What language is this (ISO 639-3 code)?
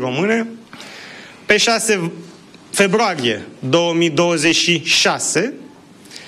ron